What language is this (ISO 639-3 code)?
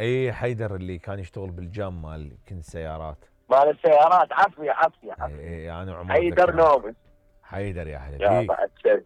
acm